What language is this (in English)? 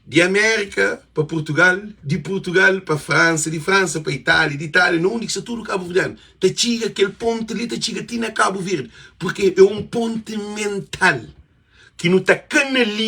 Kabuverdianu